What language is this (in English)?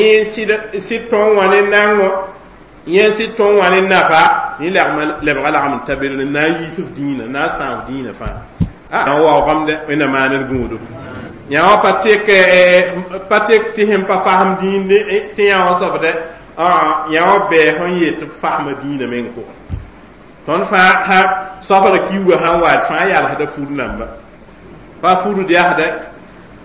Mossi